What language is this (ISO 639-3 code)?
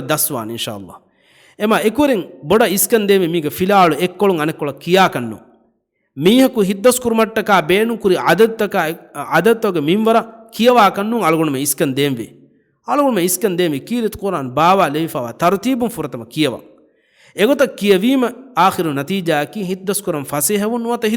div